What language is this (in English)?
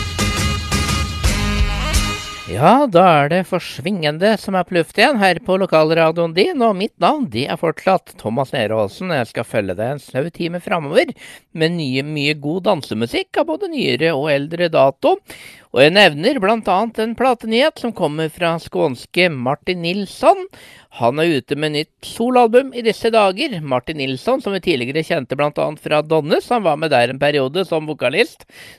Norwegian